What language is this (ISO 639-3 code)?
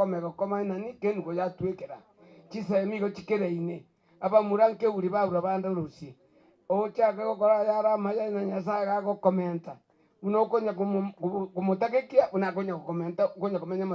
guz